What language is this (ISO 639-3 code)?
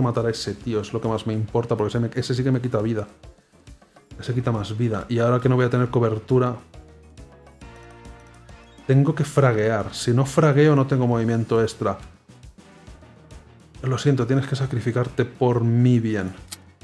spa